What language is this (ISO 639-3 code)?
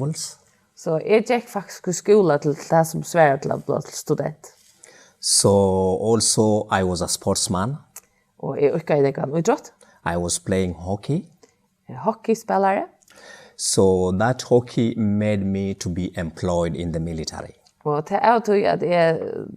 fao